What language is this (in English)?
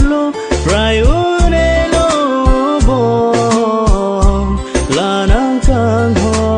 Karbi